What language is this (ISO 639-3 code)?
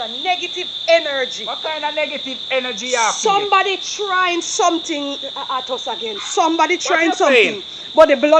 jam